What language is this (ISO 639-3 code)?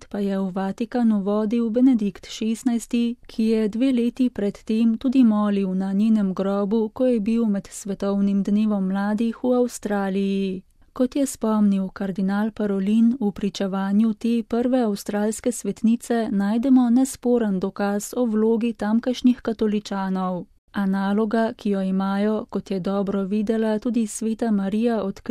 slv